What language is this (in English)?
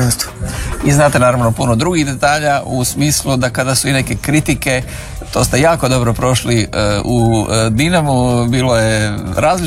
Croatian